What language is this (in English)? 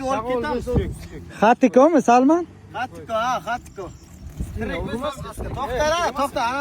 Uzbek